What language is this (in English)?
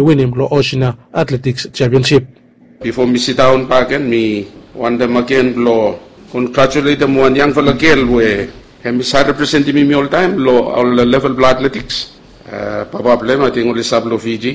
Bislama